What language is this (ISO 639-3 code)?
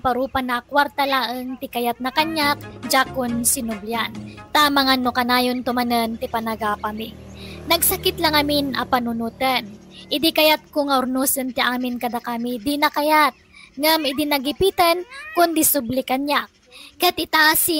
ilo